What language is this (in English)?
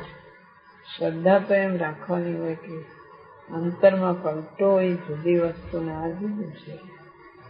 Gujarati